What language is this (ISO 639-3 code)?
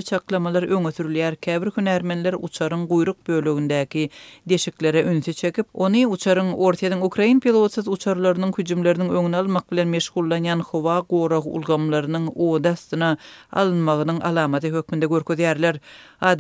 tuk